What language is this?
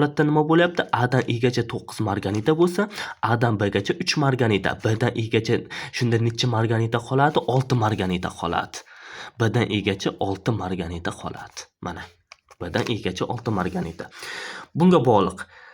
Uzbek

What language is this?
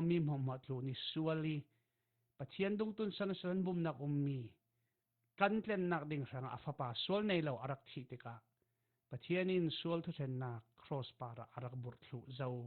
Falam Chin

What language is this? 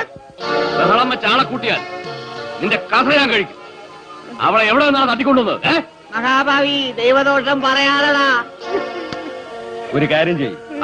Malayalam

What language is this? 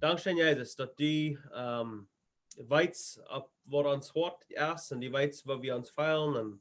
Plautdietsch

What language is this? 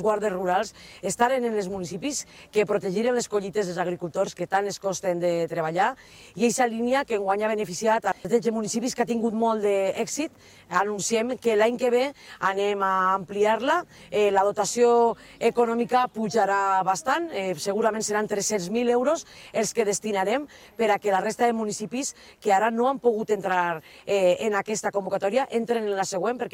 Catalan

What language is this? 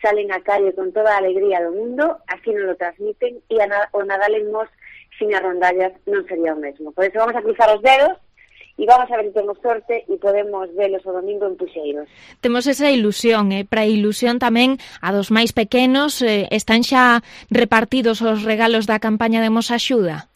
Galician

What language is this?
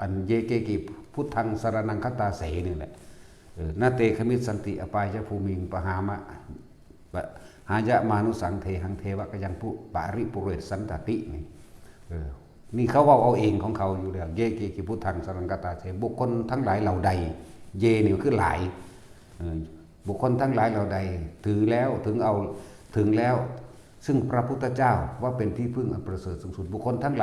Northeastern Thai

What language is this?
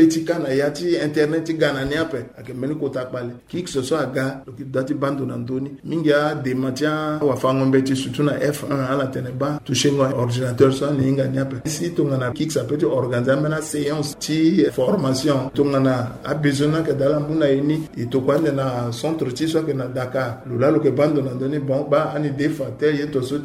Sango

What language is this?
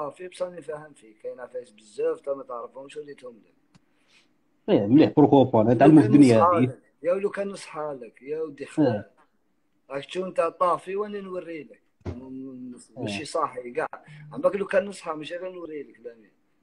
Algerian Arabic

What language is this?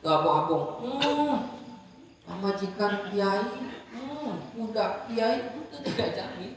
Sundanese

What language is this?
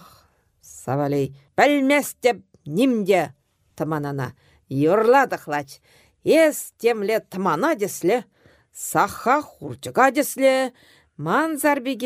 Chuvash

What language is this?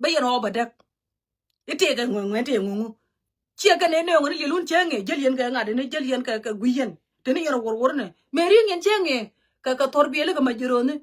Nuer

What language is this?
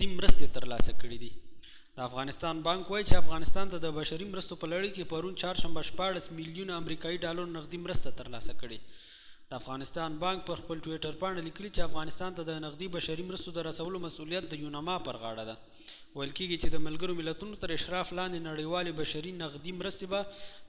Pashto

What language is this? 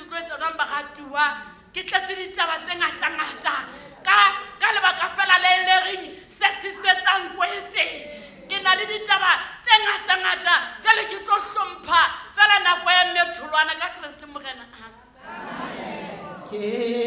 Southern Sotho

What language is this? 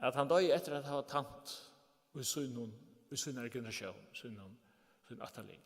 Faroese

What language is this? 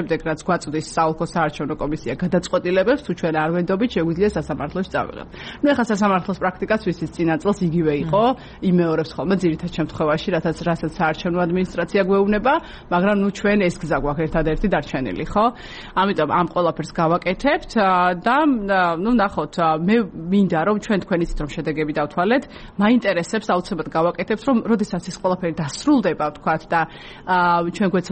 Georgian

